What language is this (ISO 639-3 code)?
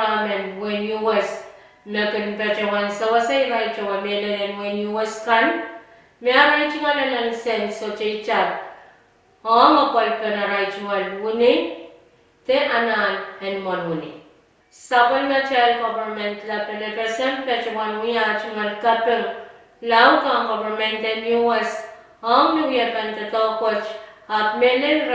pon